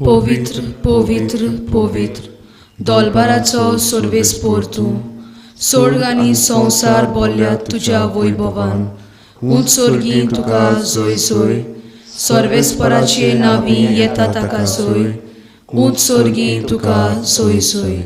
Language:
Konkani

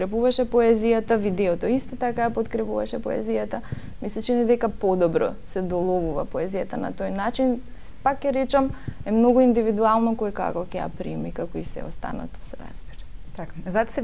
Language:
Macedonian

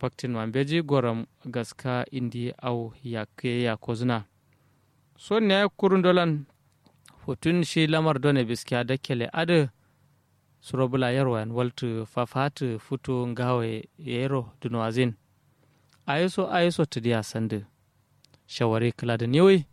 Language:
Kanuri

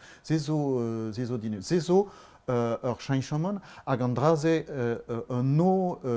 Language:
Breton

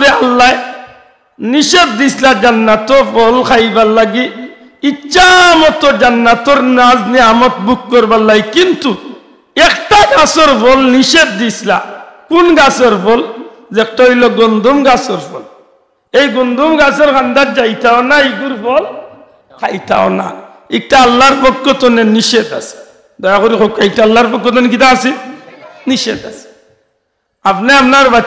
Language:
Sylheti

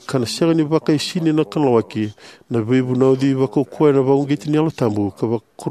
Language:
Fijian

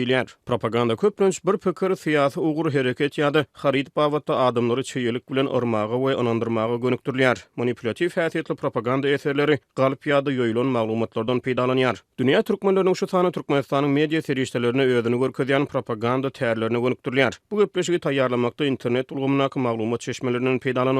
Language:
Turkmen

